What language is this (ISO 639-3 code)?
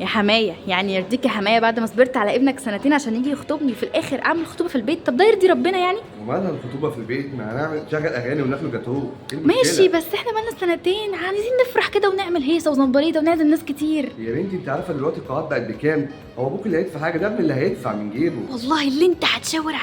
arz